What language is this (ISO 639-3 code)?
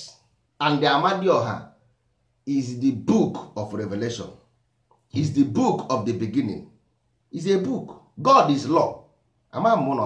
ibo